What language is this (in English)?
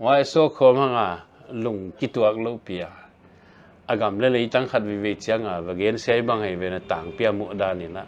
Paite Chin